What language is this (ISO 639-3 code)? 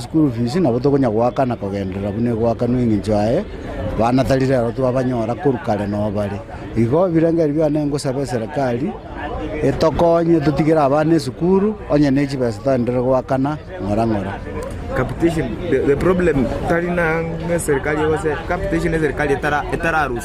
guz